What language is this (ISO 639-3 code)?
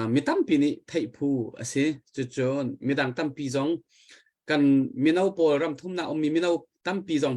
cnh